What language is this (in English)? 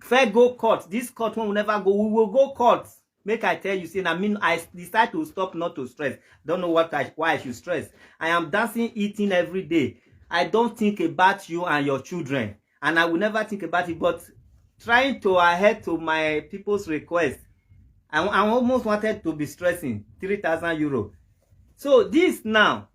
Nigerian Pidgin